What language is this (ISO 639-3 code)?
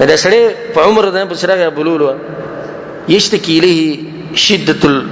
pus